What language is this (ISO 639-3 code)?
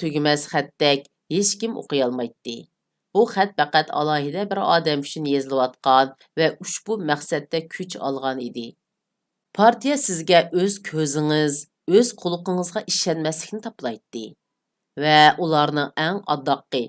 uig